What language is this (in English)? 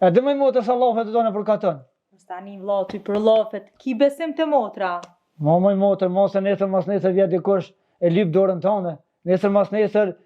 Albanian